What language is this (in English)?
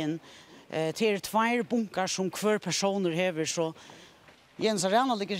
Faroese